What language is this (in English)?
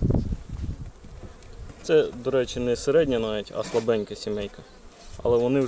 Ukrainian